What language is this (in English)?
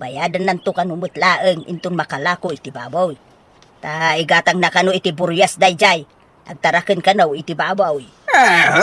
Iloko